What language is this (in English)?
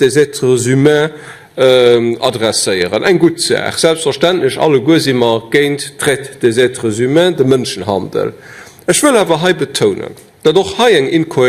Luxembourgish